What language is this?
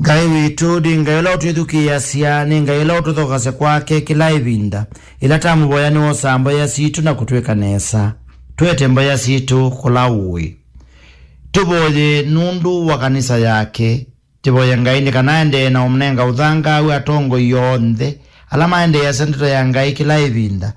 Kamba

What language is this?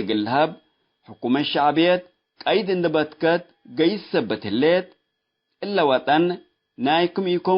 Tigre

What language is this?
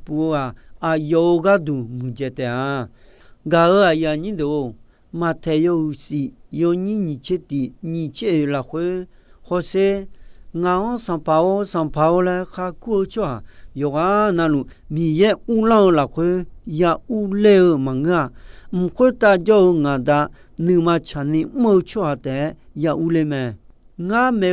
Akha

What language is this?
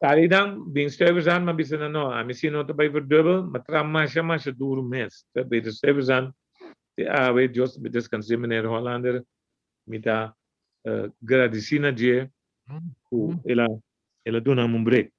Papiamento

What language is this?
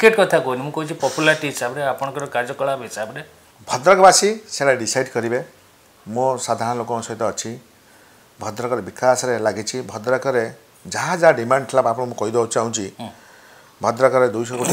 Odia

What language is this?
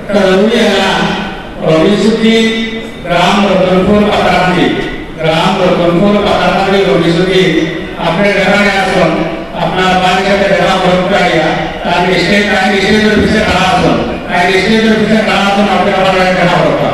Sylheti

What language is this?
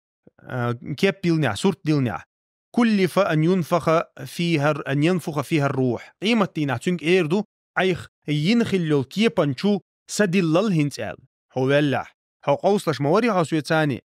Chechen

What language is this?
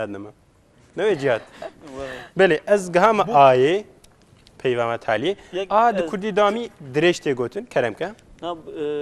Kurdish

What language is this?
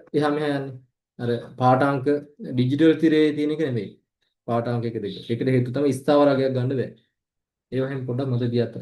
Sinhala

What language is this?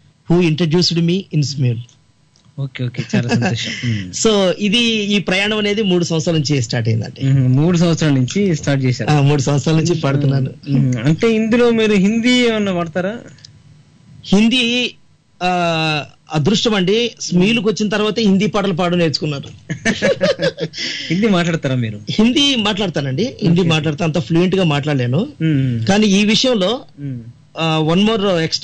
Telugu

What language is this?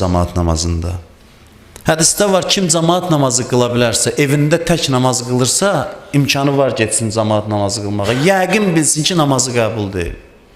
Azerbaijani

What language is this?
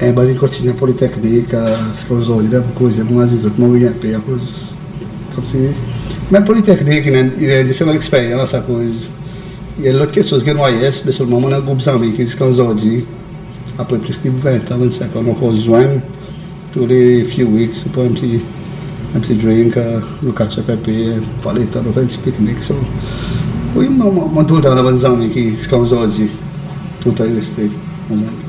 Seselwa Creole French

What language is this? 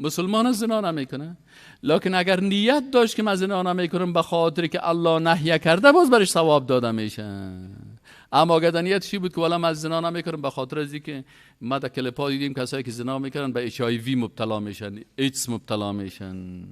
Persian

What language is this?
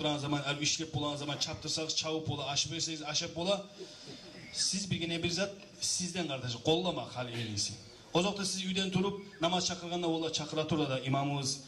Kumyk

